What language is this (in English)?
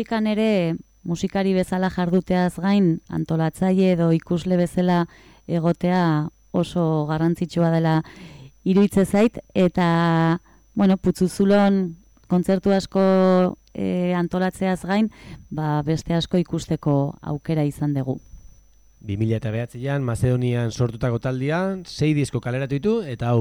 Basque